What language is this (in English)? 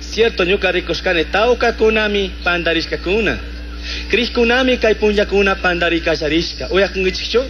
Chimborazo Highland Quichua